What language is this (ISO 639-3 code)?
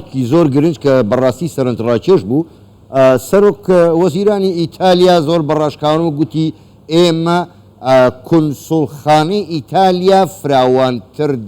ckb